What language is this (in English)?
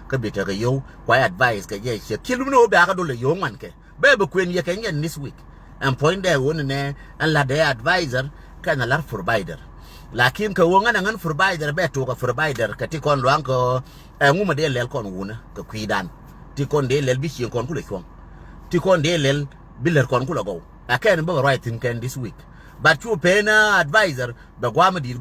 Nuer